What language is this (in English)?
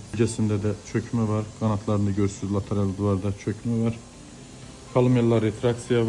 Azerbaijani